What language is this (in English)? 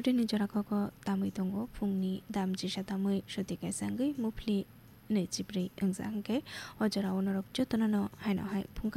Kok Borok